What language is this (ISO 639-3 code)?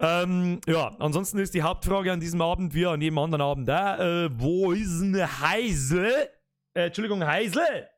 bar